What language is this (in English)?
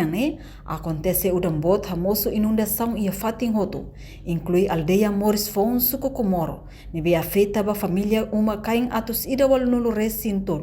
Tetum